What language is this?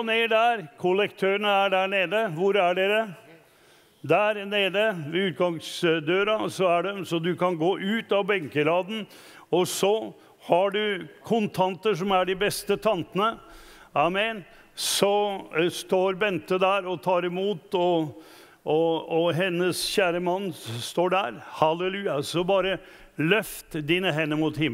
Norwegian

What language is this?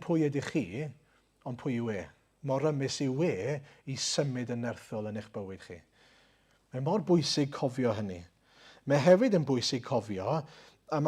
Welsh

